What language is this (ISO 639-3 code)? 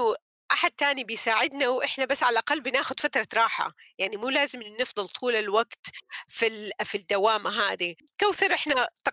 apc